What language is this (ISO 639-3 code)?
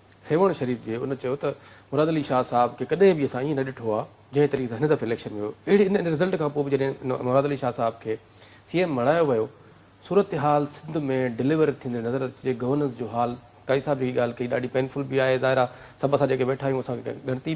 snd